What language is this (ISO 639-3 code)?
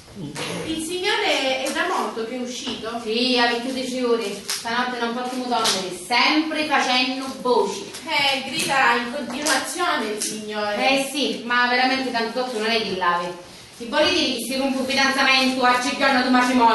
scn